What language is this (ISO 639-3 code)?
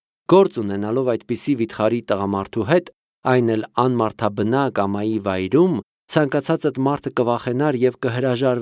hye